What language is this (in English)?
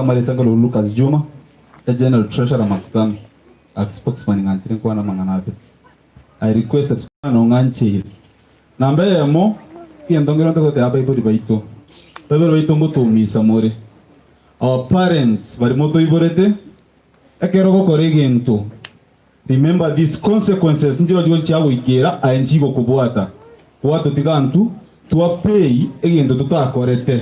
Gusii